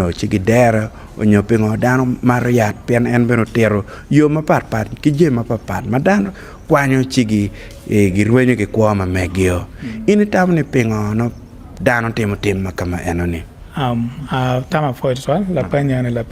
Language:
Acoli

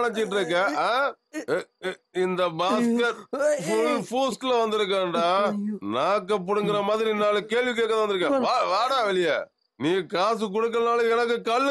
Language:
Tamil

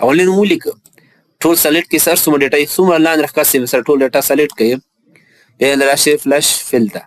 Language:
Pashto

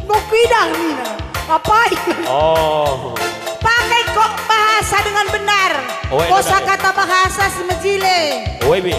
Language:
Batak Karo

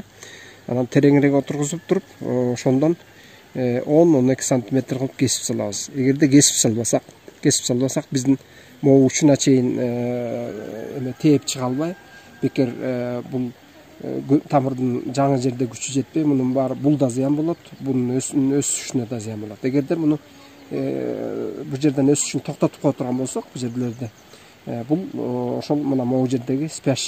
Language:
Kyrgyz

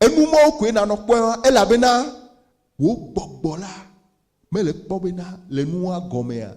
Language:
Ewe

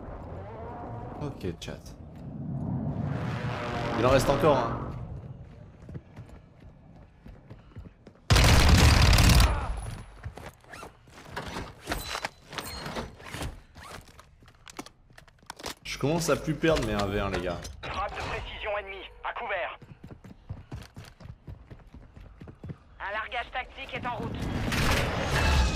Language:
French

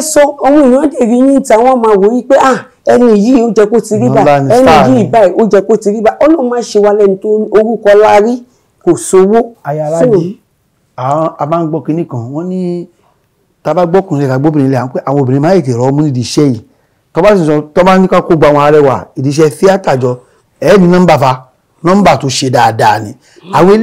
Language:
Yoruba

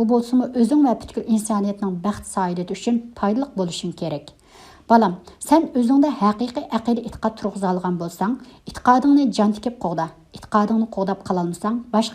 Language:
Uyghur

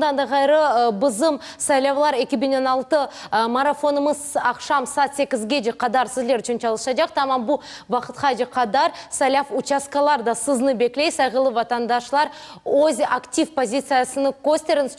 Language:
Crimean Tatar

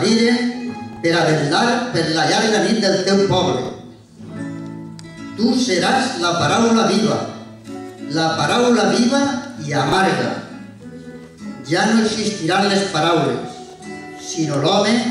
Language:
Catalan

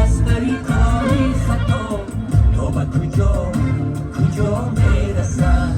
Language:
Tajik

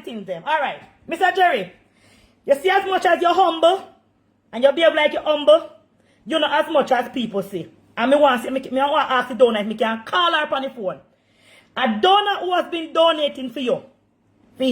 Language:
Jamaican Creole English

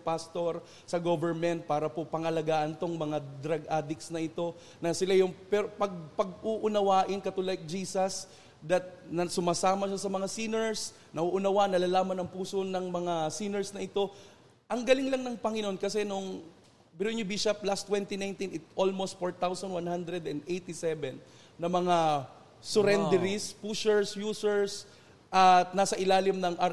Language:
Filipino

